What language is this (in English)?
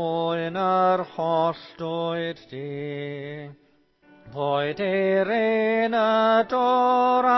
Welsh